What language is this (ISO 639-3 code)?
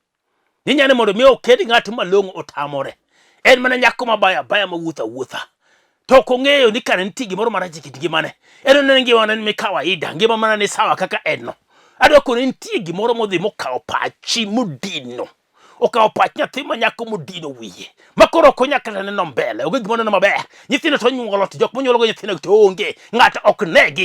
luo